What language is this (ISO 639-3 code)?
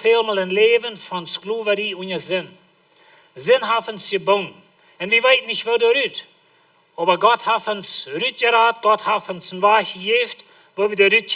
pdt